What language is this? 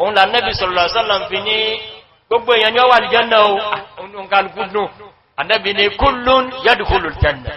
Yoruba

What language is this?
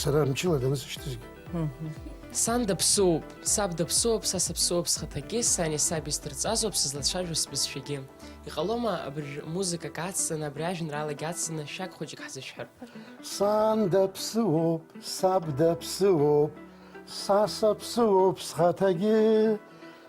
Abkhazian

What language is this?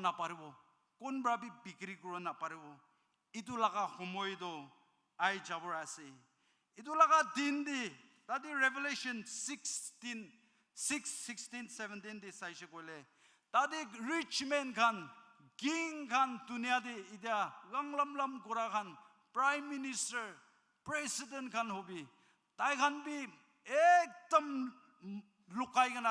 Naga Pidgin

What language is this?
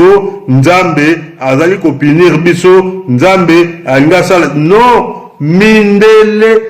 Lingala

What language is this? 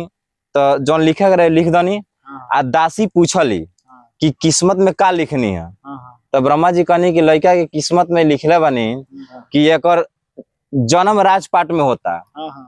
Bhojpuri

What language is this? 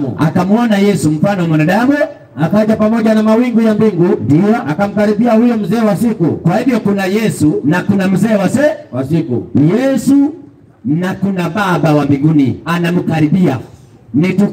Swahili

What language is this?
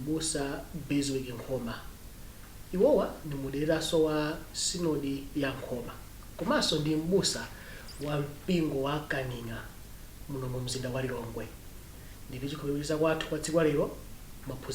Nyanja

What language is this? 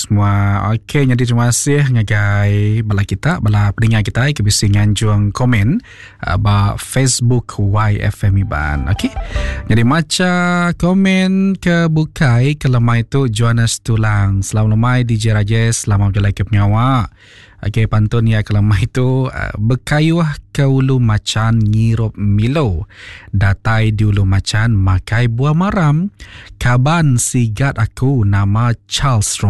Iban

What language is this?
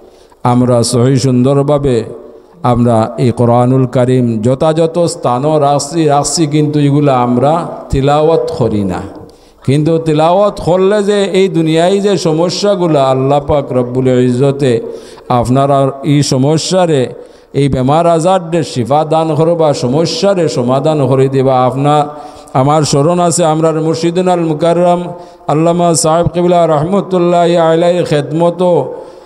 Sylheti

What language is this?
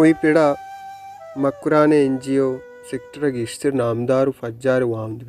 Baluchi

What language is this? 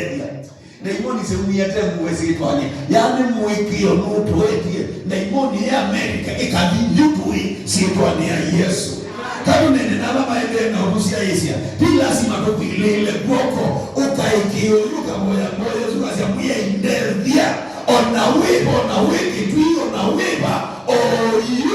Kamba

